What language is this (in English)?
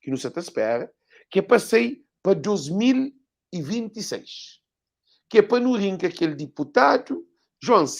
Kabuverdianu